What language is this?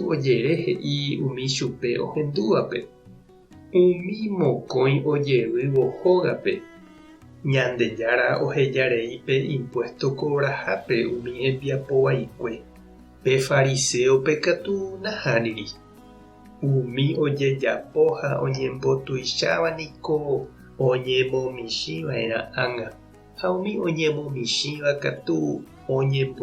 Guarani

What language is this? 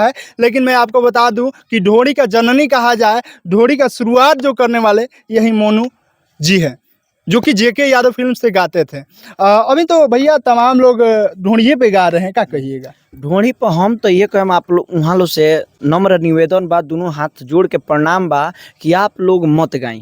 Bhojpuri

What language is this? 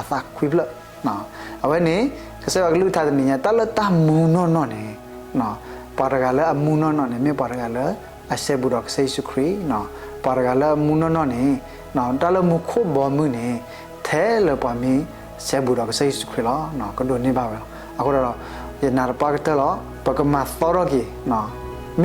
S'gaw Karen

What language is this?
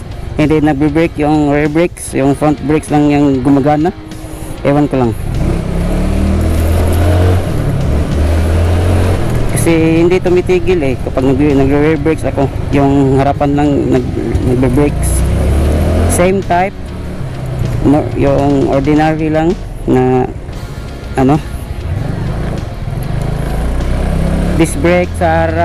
Filipino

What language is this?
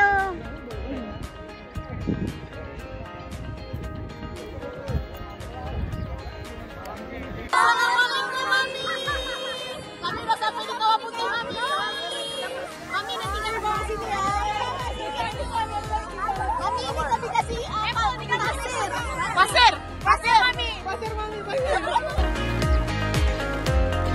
Indonesian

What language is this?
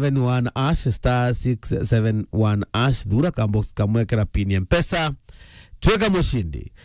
Meru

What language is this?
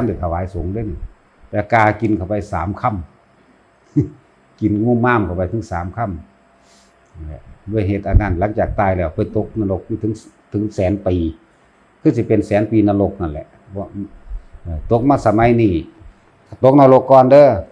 Northeastern Thai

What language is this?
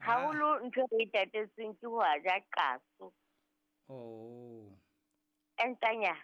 Southern Sotho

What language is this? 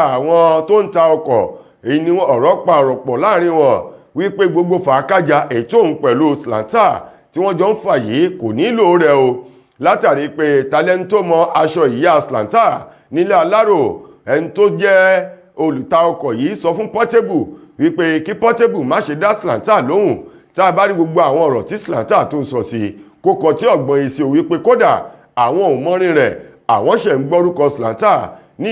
Yoruba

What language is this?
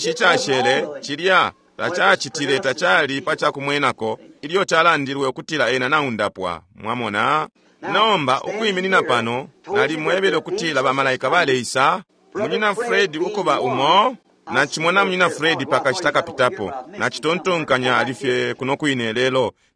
Bemba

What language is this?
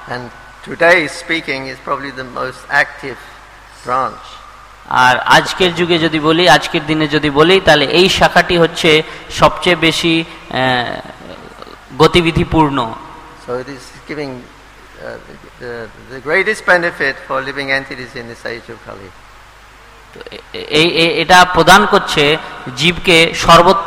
Bangla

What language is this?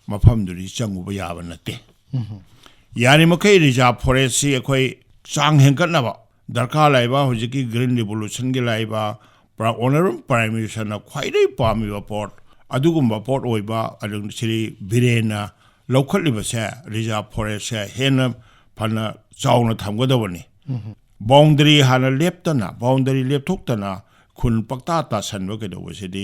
Manipuri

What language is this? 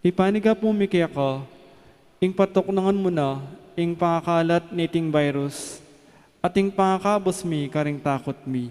Pampanga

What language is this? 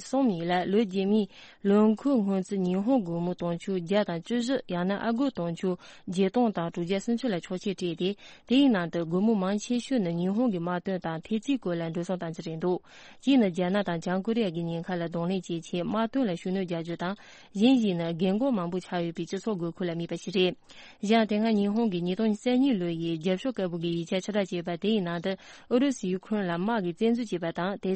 Tibetan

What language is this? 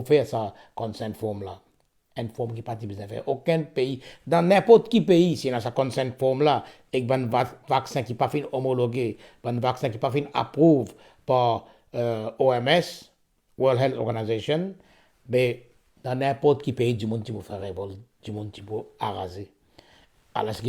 Morisyen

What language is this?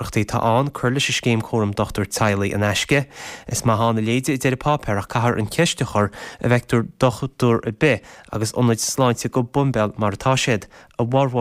Irish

